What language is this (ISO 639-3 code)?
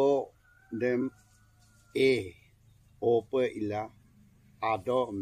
adi